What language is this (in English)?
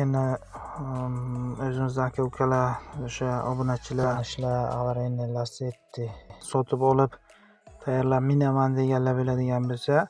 Uzbek